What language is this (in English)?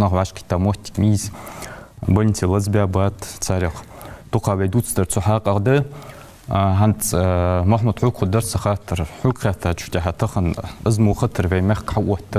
Ingush